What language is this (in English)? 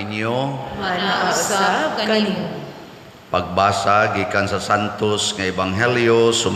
Cebuano